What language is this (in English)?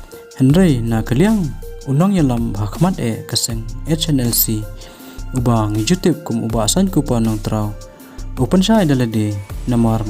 Khasi